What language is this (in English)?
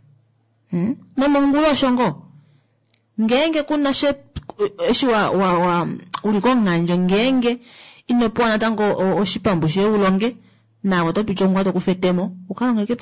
Kuanyama